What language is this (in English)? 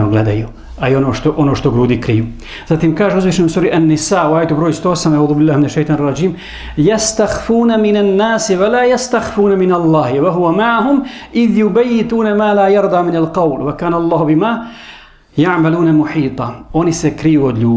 Bosnian